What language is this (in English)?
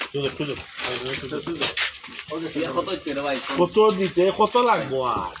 Sylheti